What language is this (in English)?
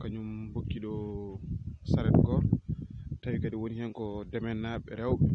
Fula